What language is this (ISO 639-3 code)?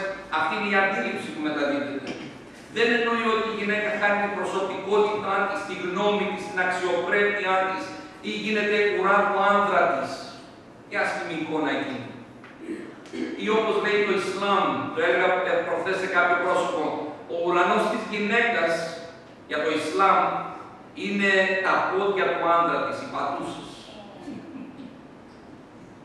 ell